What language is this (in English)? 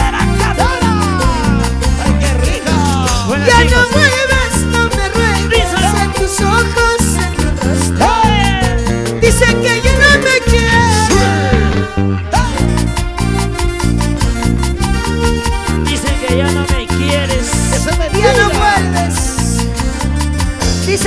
Spanish